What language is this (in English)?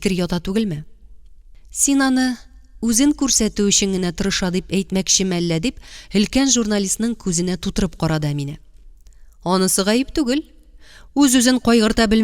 Tatar